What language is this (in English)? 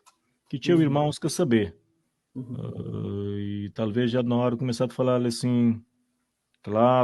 Kabuverdianu